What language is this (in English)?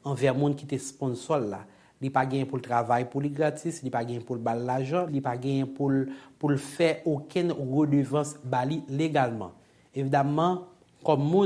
Haitian Creole